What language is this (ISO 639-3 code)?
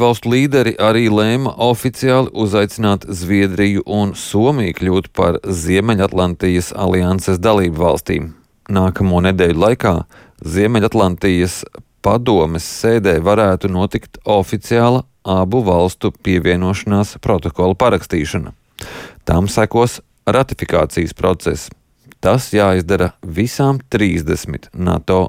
lav